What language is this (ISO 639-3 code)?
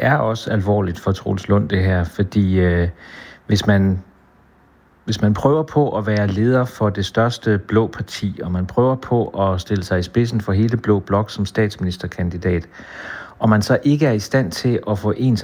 dan